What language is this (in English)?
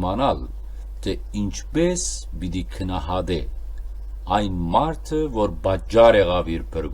Western Armenian